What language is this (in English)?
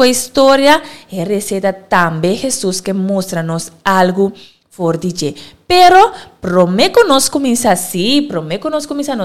Papiamento